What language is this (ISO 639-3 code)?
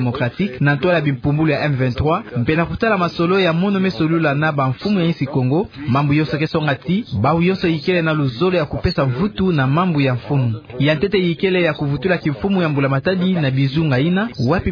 ktu